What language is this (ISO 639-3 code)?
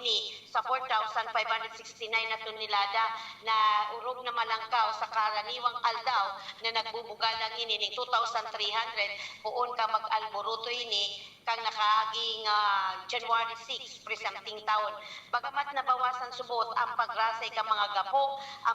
bik